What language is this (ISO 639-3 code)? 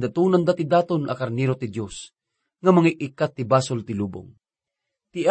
ilo